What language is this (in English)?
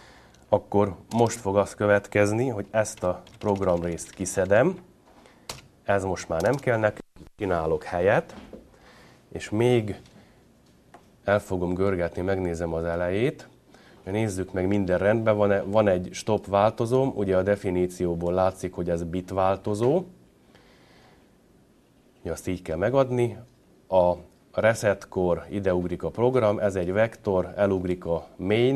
Hungarian